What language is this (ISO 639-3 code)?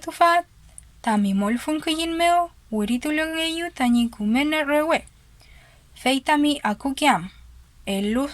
arn